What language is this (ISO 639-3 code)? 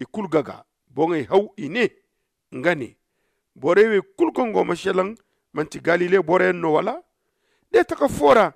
dje